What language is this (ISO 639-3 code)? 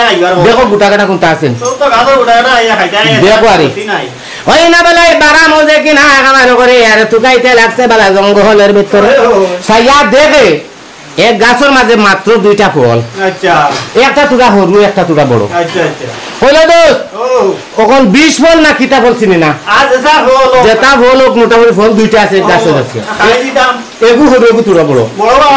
syl